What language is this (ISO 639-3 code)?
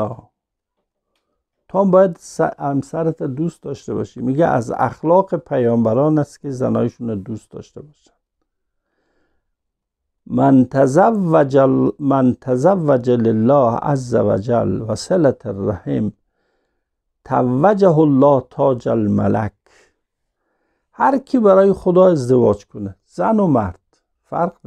fas